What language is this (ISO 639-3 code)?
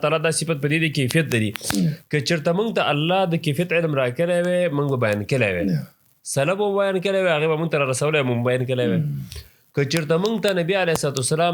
pus